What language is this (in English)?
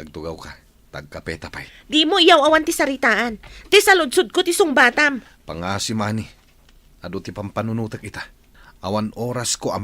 Iloko